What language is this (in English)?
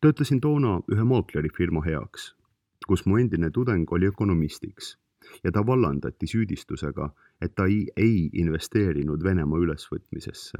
Estonian